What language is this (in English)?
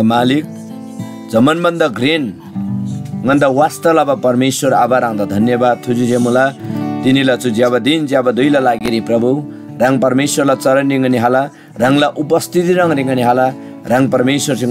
Eastern Tamang